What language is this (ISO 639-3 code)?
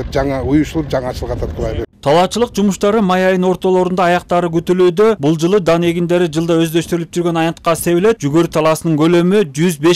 kir